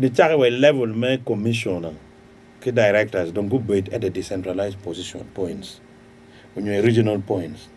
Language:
Acoli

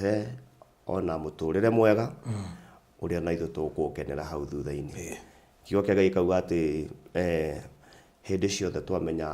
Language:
Kikuyu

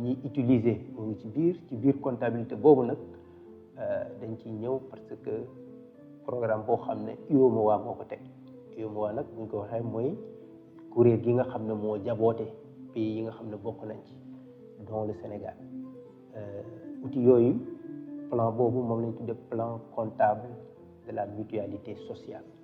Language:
Wolof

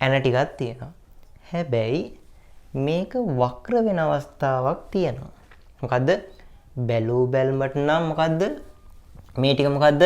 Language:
Sinhala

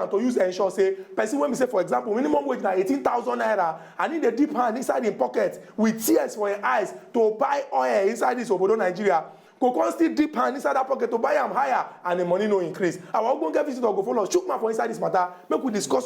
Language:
Nigerian Pidgin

